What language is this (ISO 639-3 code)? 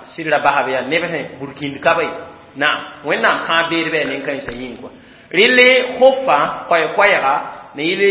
mos